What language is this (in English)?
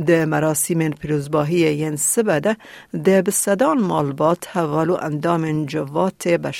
Kurdish